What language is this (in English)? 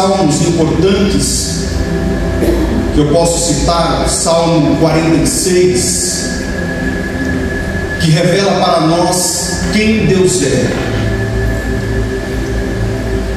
Portuguese